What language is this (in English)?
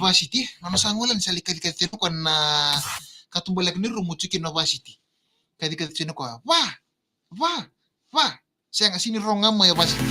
Fijian